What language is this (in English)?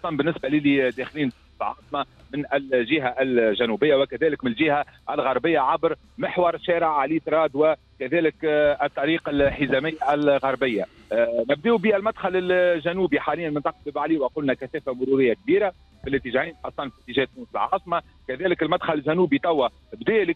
Tunisian Arabic